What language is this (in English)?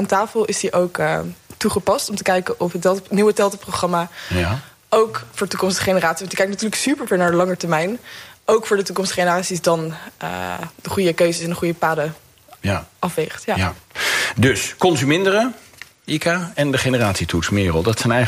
Dutch